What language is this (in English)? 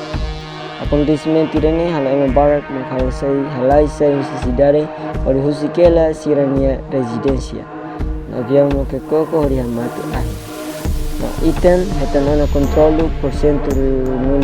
Tetum